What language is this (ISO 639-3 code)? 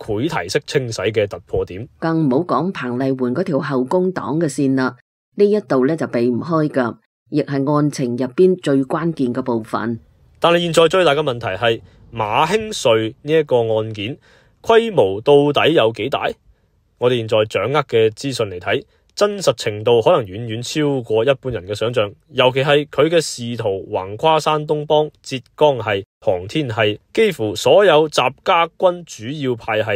yue